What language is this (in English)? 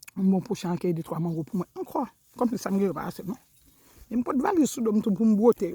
Haitian Creole